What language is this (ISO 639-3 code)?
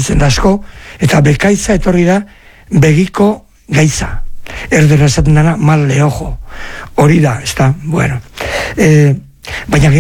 eus